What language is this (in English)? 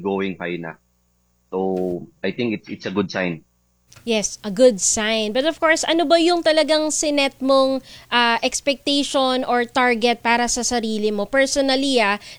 Filipino